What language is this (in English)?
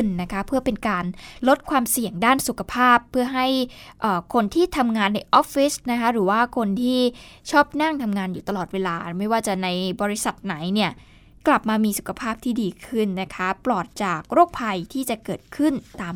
Thai